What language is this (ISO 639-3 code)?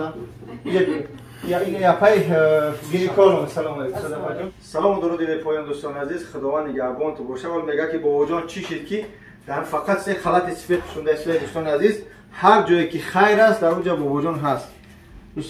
tgk